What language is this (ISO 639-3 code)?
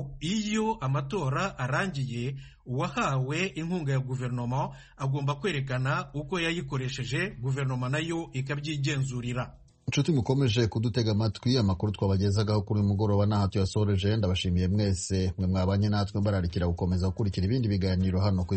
kin